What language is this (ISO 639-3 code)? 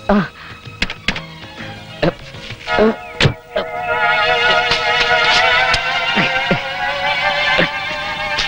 mal